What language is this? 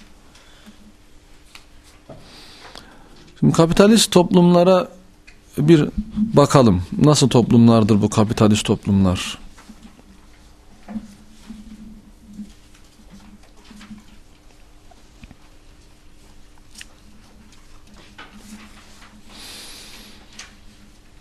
Turkish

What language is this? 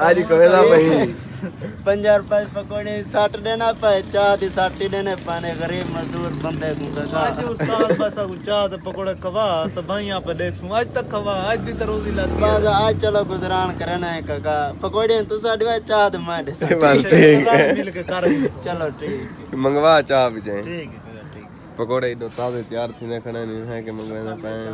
Saraiki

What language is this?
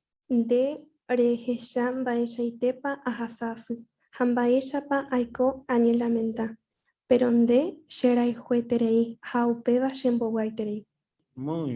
Guarani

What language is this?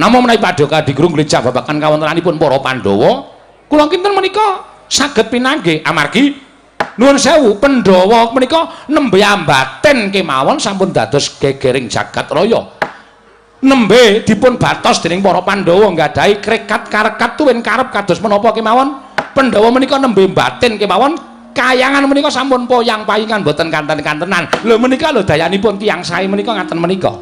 Javanese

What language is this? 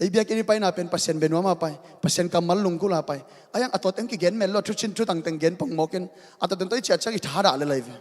Tedim Chin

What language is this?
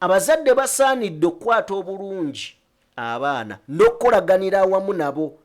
Ganda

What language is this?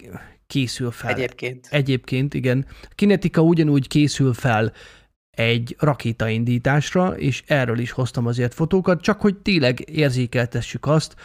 Hungarian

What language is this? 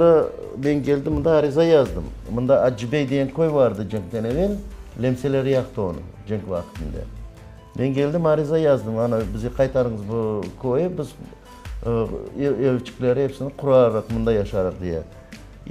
Crimean Tatar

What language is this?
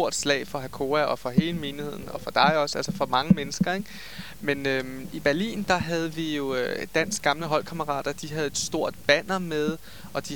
Danish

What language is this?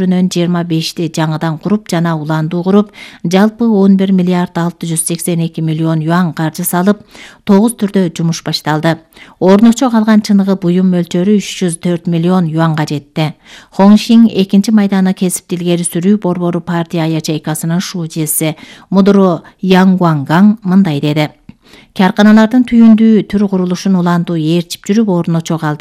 Kyrgyz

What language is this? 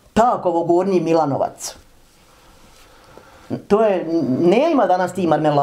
Bosnian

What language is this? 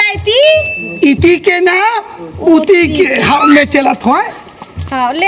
Chhattisgarhi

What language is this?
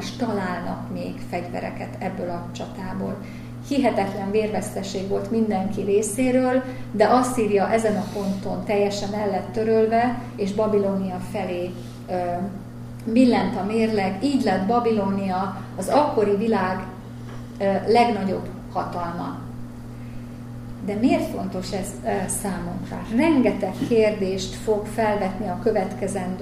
Hungarian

